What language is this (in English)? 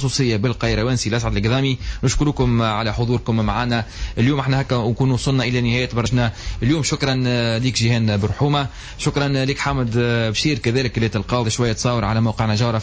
Tunisian Arabic